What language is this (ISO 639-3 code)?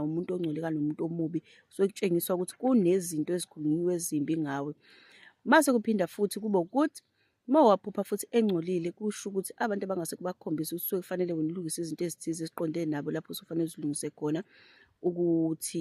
zul